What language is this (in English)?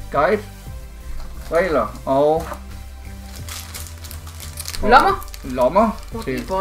Danish